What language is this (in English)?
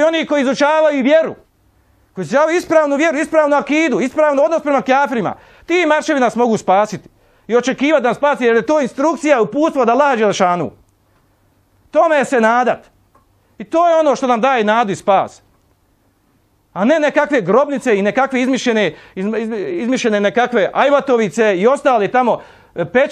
Bosnian